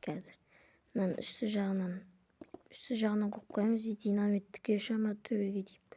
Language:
Kazakh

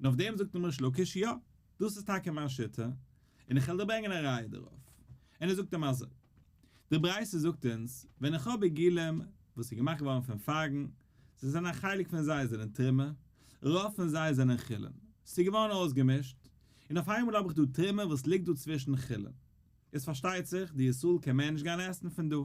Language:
Yiddish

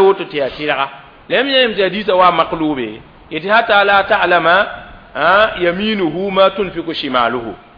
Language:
Mossi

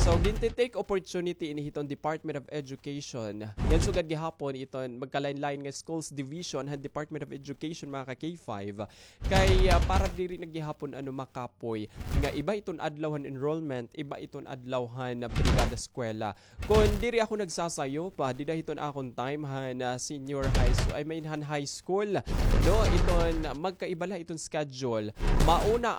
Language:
Waray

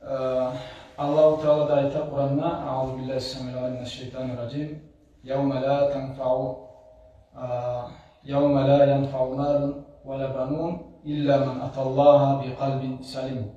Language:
Kumyk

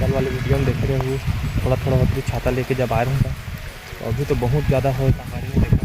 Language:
Chhattisgarhi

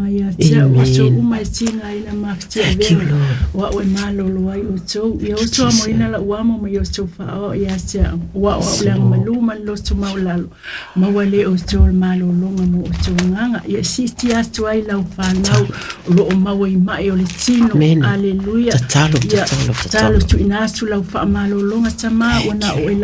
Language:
Samoan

